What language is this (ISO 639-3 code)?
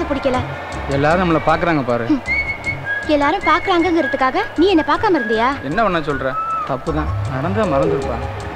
tam